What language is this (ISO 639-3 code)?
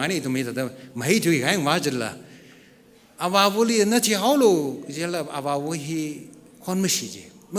nmf